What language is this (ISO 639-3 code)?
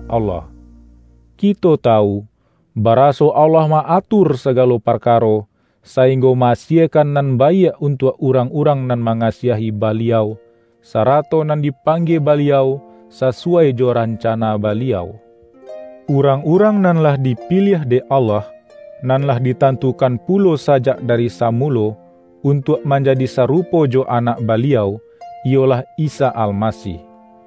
min